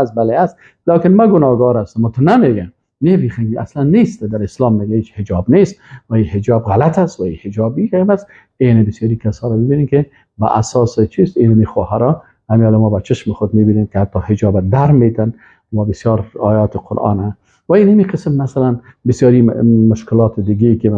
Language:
Persian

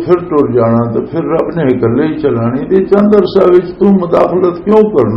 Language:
Western Panjabi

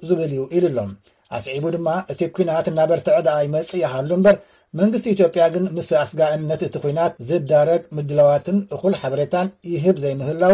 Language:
Tigrinya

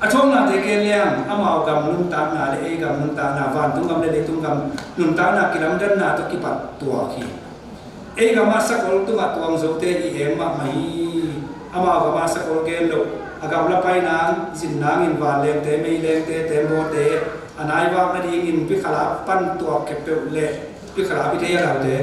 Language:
Tedim Chin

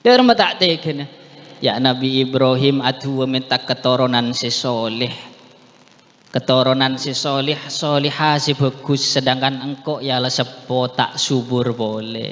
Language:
Madurese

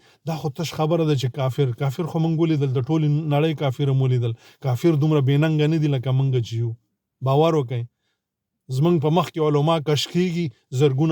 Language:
Pashto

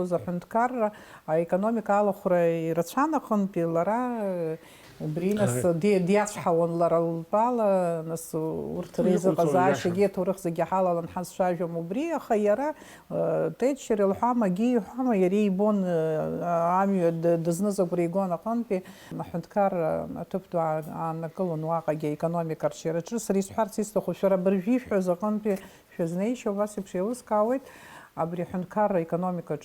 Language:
Abkhazian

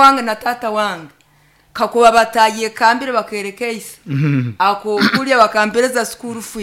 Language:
Nyoro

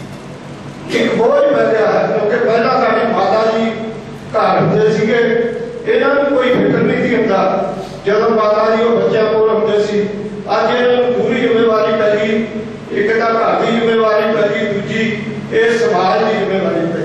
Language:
Punjabi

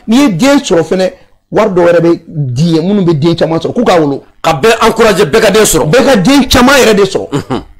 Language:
Bambara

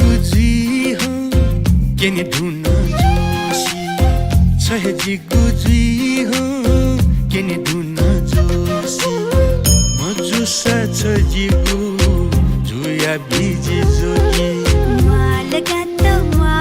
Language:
Newari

